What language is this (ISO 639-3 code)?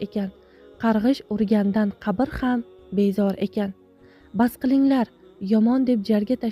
uzb